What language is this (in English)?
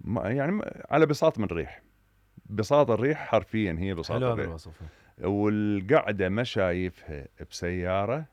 Mesopotamian Arabic